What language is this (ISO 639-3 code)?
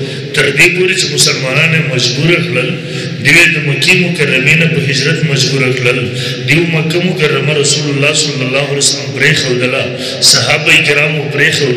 pus